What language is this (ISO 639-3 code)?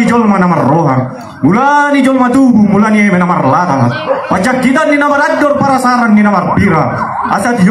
bbc